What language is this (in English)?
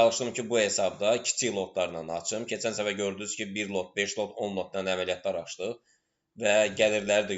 Azerbaijani